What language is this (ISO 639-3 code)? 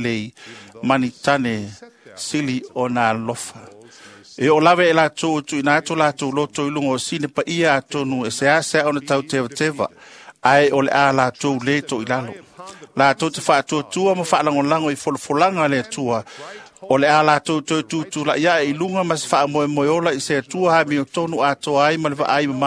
smo